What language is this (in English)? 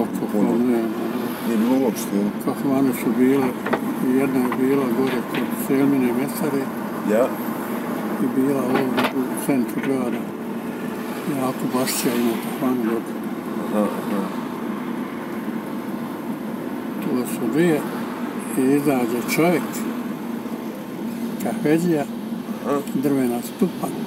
Bosnian